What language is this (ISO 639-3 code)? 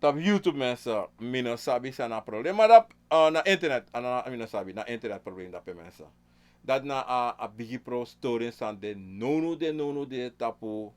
srn